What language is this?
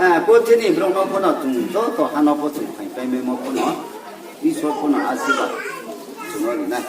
Riang (India)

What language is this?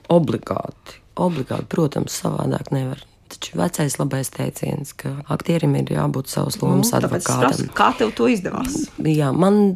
Latvian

